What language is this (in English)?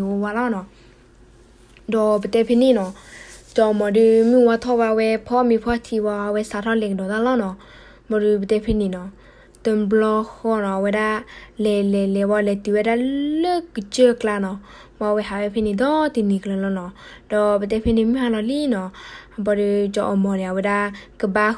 S'gaw Karen